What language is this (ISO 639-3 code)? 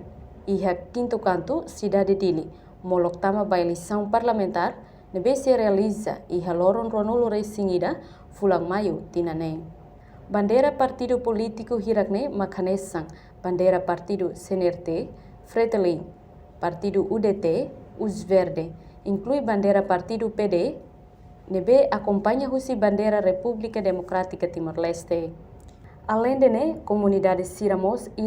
tet